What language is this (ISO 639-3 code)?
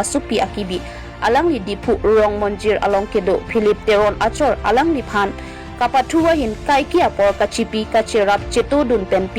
mjw